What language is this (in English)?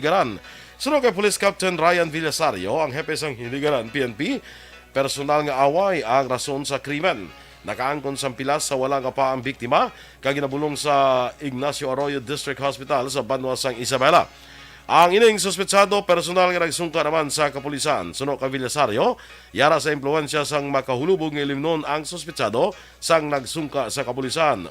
Hiligaynon